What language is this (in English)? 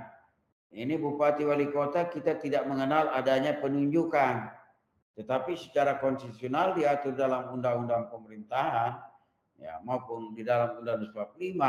Indonesian